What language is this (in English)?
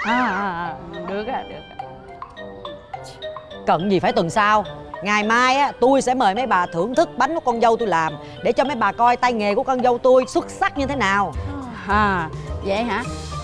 Vietnamese